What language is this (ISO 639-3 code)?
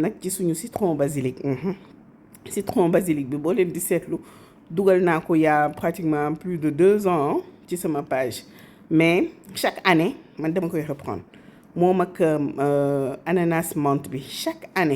wol